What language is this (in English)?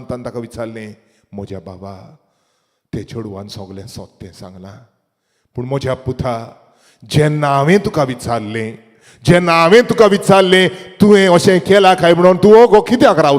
Konkani